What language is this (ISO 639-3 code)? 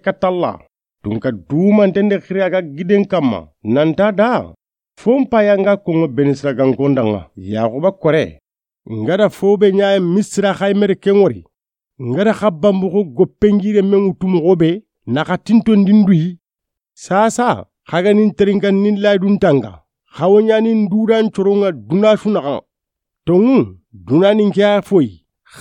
snk